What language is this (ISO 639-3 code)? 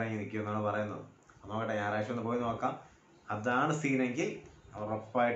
mal